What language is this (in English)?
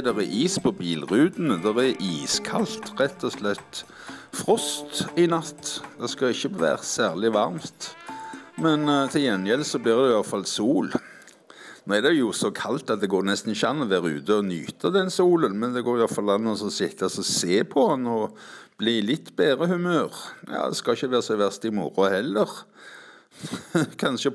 Norwegian